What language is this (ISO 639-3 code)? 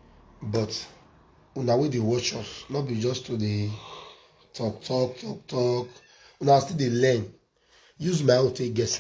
pcm